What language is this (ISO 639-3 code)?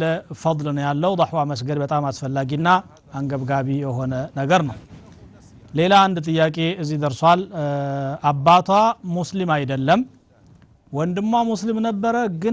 amh